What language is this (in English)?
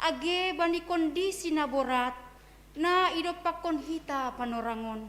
Batak Simalungun